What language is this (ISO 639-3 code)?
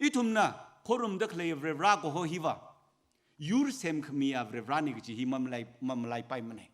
nmf